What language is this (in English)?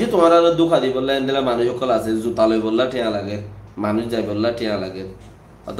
Rohingya